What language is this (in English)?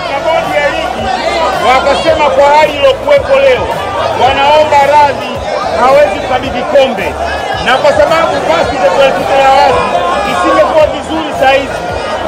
Swahili